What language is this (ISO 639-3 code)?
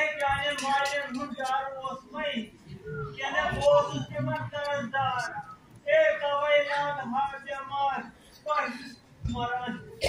kas